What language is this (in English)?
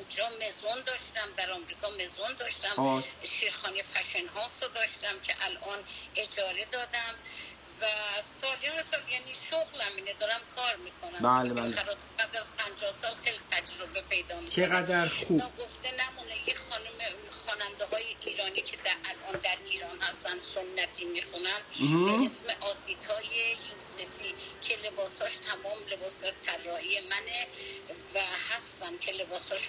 Persian